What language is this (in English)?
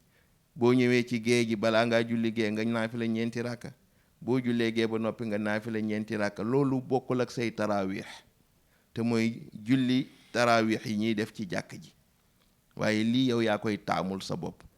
Wolof